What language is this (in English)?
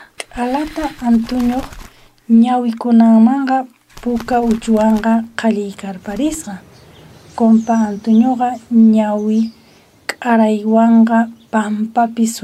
South Bolivian Quechua